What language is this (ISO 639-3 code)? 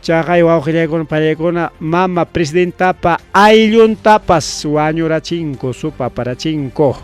quy